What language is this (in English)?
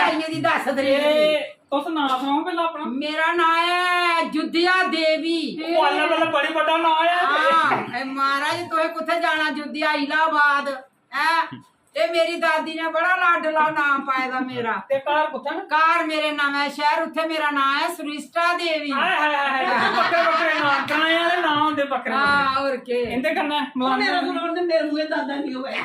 Dogri